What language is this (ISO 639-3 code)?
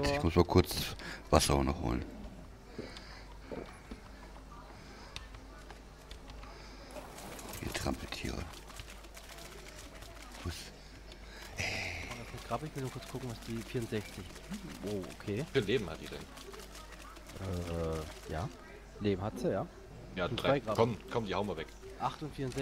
deu